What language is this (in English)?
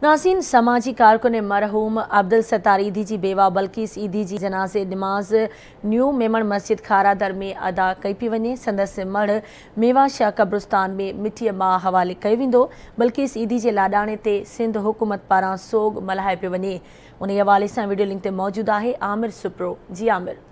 Sindhi